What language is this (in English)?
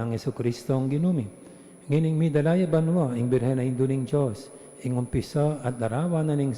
Pampanga